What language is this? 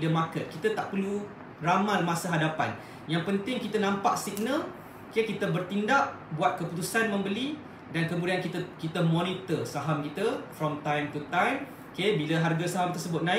Malay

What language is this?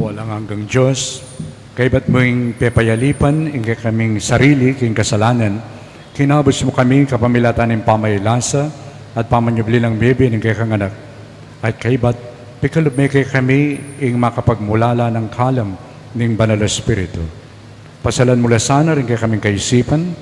Pampanga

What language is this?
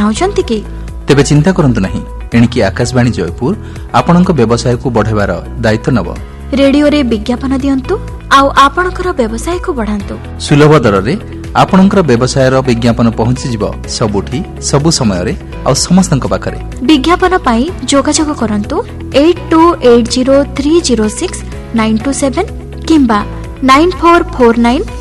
Odia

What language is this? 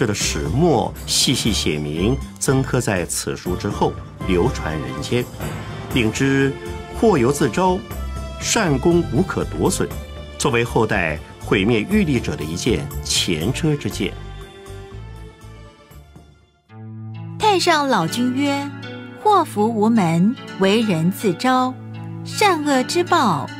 Chinese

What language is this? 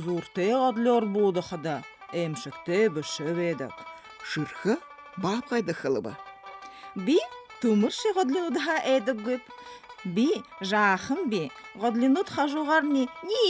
Buriat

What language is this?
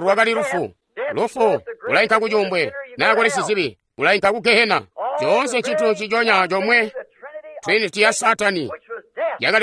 Tonga (Zambia)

